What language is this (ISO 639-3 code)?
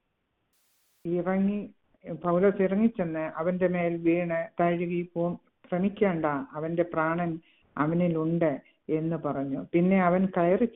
mal